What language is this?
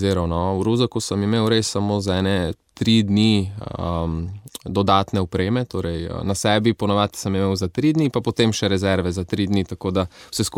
Slovenian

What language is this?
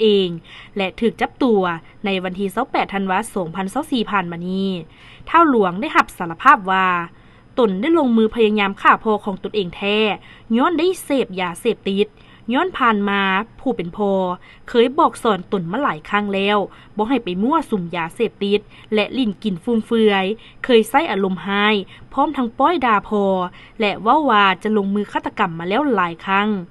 Lao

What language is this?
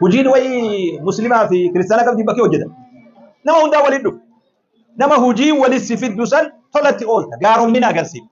Oromo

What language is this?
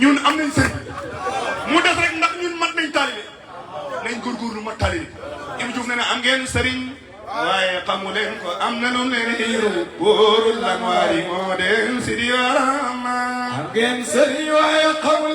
Wolof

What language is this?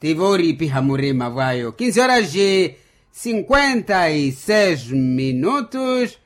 Makhuwa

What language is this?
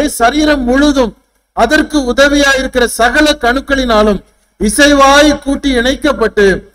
Tamil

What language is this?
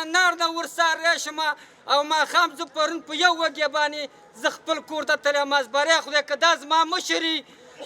Pashto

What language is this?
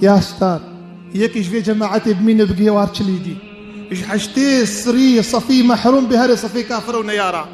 Kurdish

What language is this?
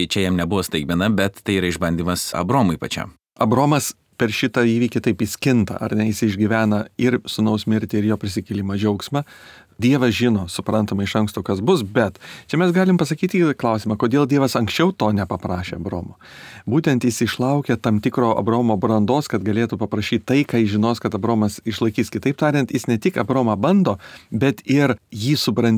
Lithuanian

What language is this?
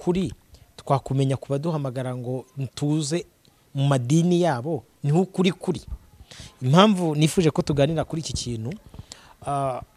Kinyarwanda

